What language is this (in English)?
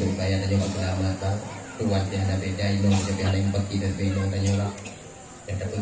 Achinese